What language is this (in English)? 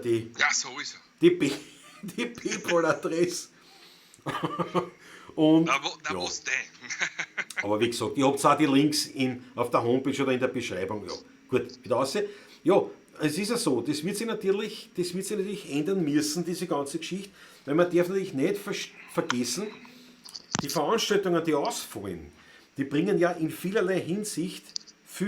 Bavarian